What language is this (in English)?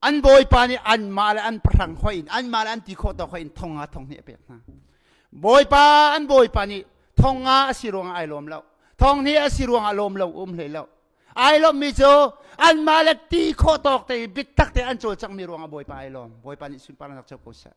Hakha Chin